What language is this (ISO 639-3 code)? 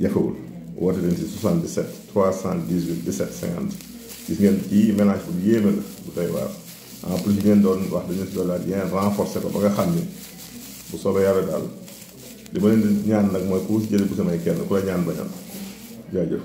wol